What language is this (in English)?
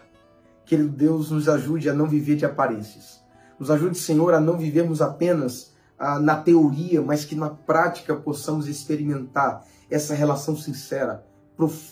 Portuguese